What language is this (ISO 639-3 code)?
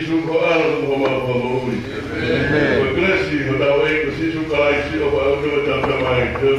ton